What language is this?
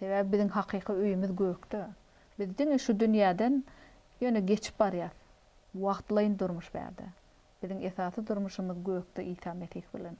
Turkmen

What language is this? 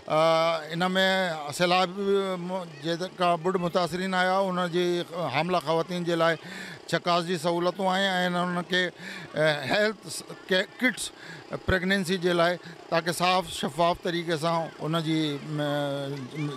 Sindhi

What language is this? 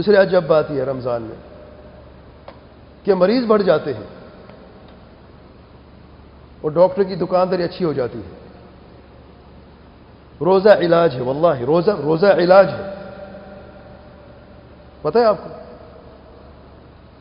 Urdu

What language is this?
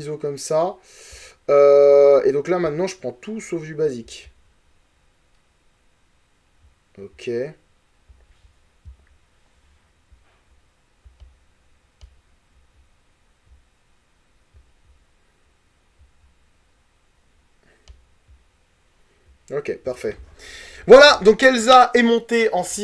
French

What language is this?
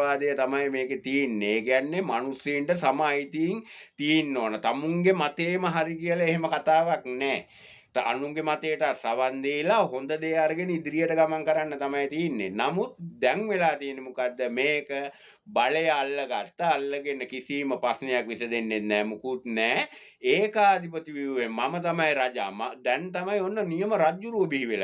Sinhala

